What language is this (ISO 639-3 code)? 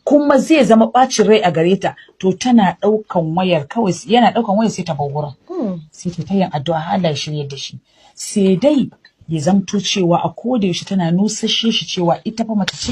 hau